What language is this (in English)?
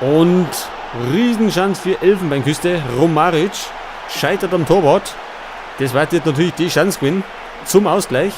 Bavarian